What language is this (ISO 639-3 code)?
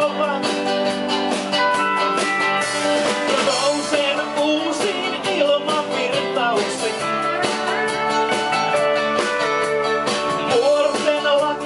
fin